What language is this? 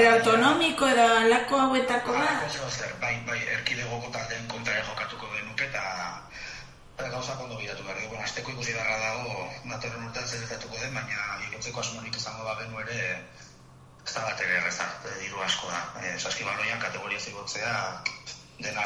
Basque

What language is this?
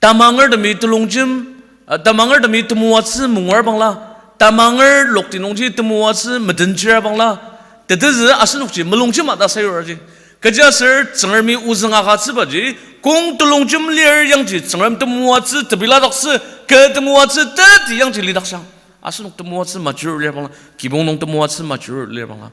Ao Naga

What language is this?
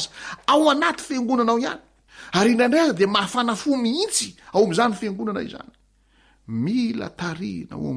Malagasy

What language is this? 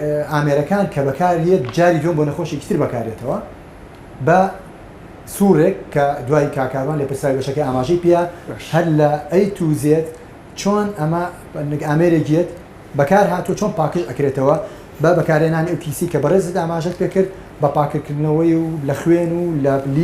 Central Kurdish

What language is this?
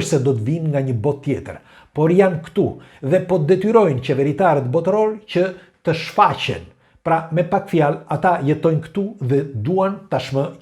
Albanian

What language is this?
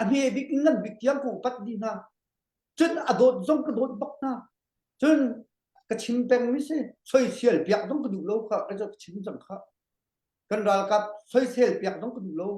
Hakha Chin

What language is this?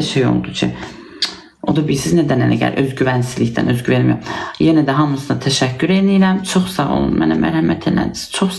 Azerbaijani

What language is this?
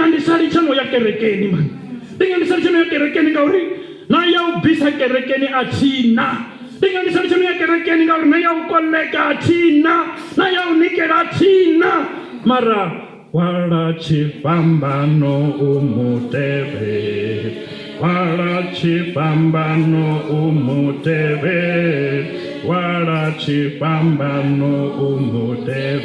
Venda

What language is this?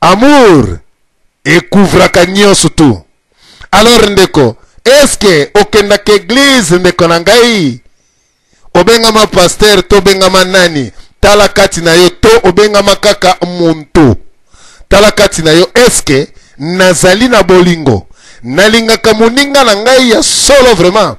Lingala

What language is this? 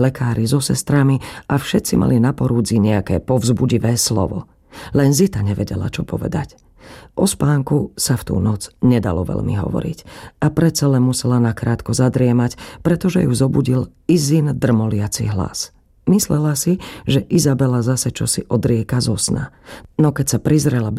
Slovak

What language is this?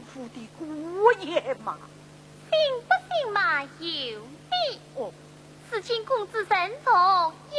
Wu Chinese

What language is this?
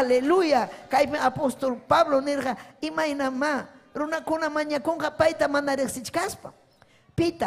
Ayacucho Quechua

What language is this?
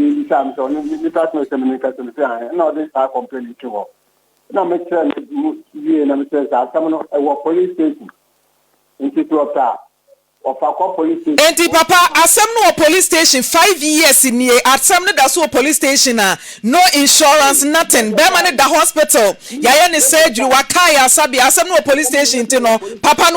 Akan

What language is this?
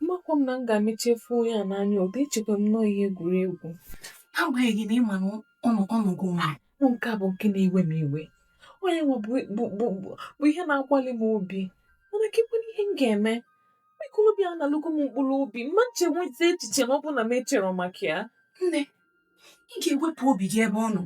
Igbo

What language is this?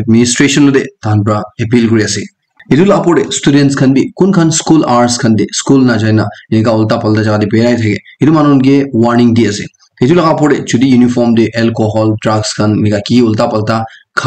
Naga Pidgin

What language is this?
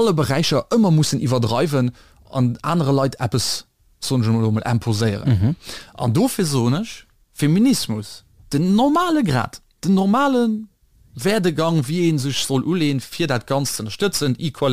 Luxembourgish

